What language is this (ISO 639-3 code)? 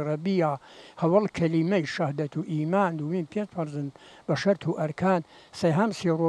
ckb